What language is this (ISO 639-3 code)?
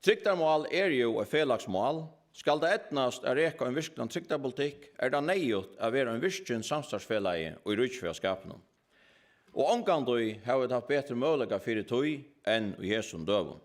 fao